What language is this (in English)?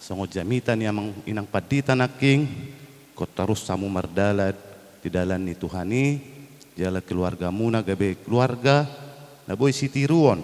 Batak Toba